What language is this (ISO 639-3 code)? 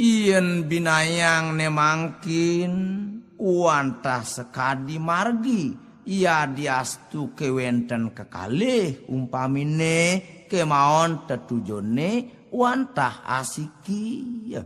ban